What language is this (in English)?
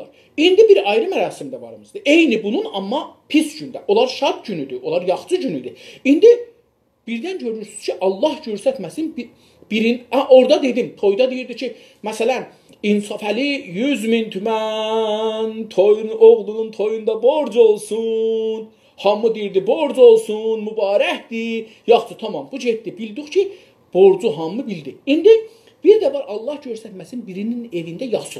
South Azerbaijani